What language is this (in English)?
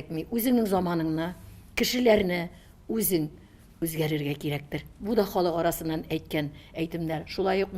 Tatar